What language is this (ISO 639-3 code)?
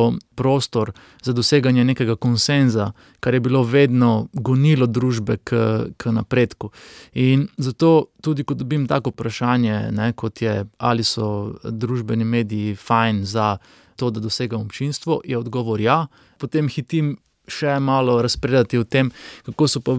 slv